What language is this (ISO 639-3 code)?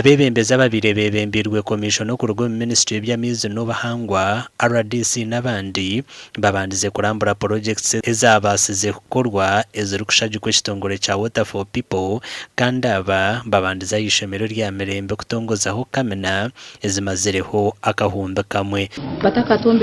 nyn